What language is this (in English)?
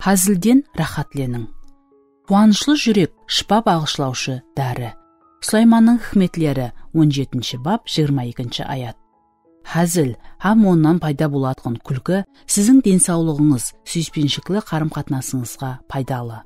Kara-Kalpak